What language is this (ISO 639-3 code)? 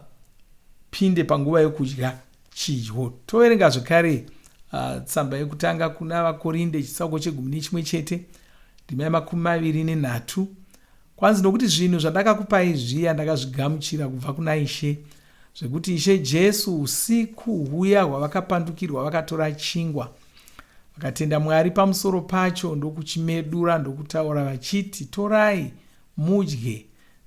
sna